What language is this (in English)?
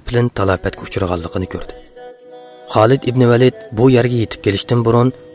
Uyghur